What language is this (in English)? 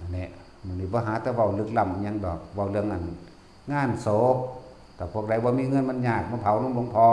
Northeastern Thai